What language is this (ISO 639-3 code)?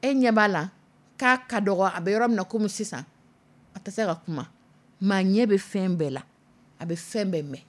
dyu